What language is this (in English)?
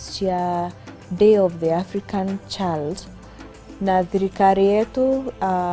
Meru